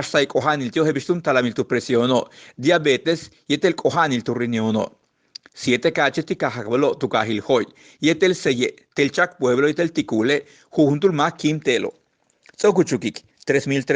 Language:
Yucateco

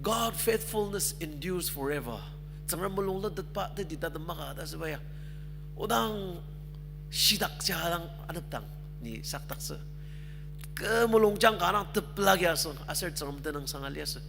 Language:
Ao Naga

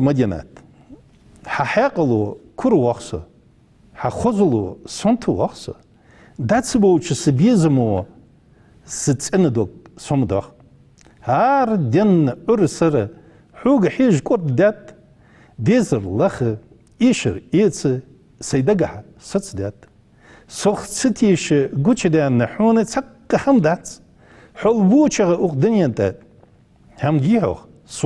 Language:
Ingush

